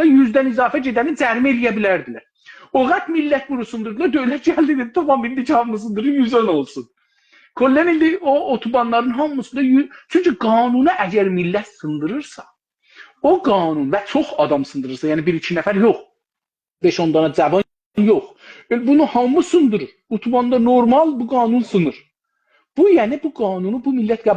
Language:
South Azerbaijani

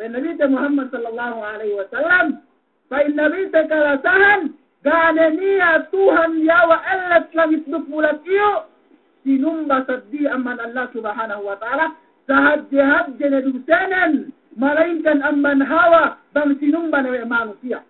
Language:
Yakan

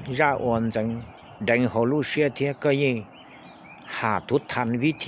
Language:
Hmong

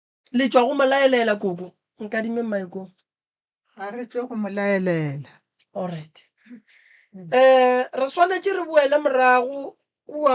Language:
Northern Sotho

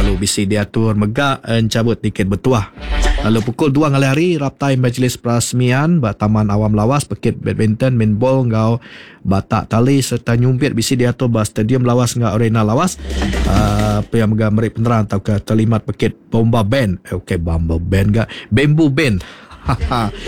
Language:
Iban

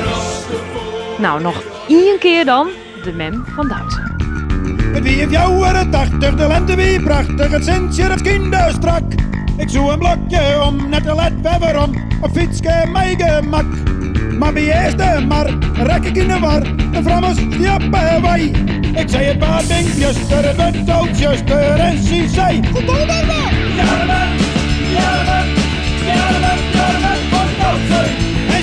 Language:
Western Frisian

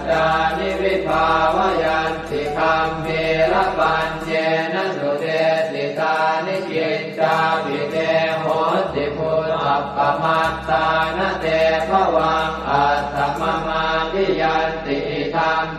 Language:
Pali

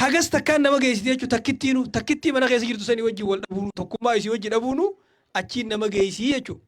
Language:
Oromo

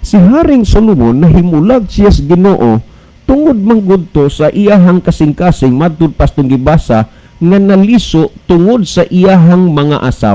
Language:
Cebuano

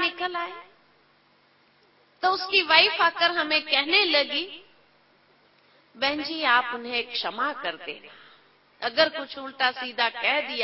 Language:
Hindi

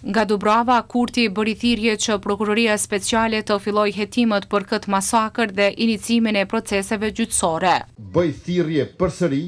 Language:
Albanian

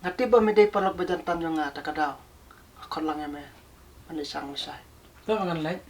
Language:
Khasi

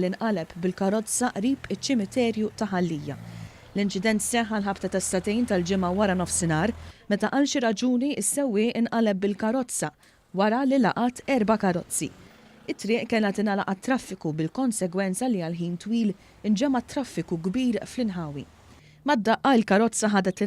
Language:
Maltese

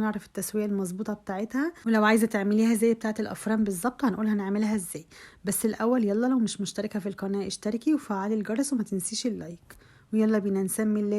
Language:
Egyptian Arabic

